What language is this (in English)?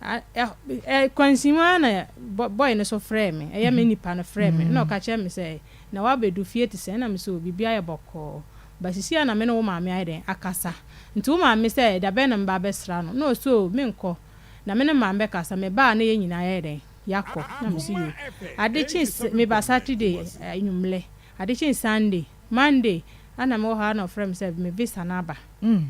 Akan